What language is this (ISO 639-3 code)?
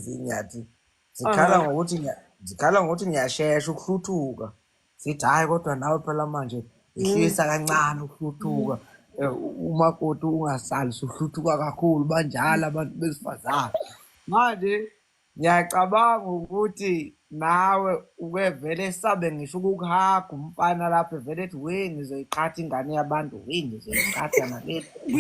zul